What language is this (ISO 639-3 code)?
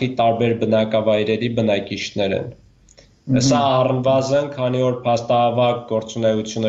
hye